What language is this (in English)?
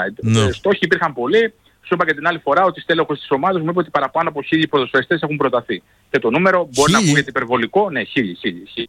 Greek